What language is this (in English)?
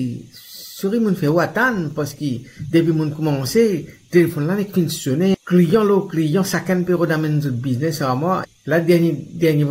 Morisyen